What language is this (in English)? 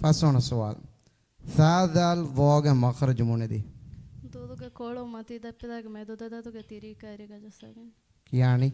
Divehi